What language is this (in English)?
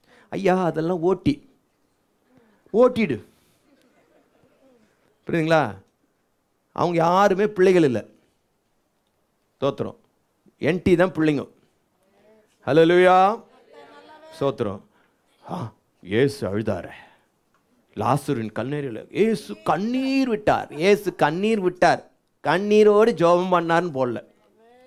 Tamil